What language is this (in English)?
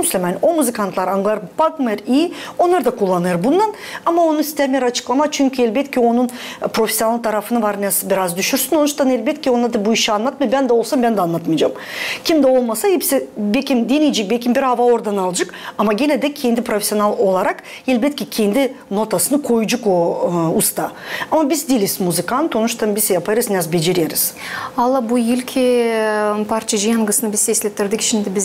Gagauz